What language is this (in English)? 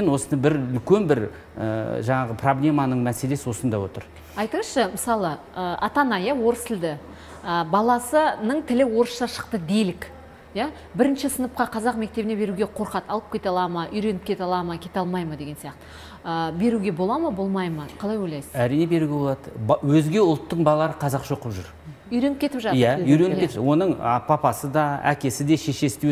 Kazakh